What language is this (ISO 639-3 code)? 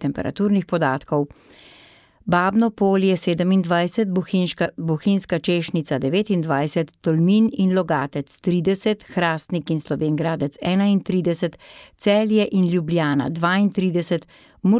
slv